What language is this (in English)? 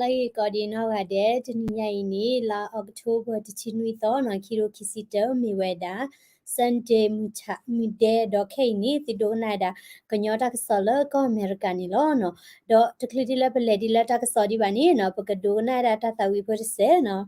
S'gaw Karen